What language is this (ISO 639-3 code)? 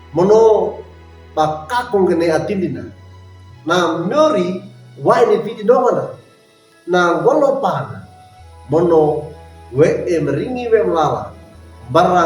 wew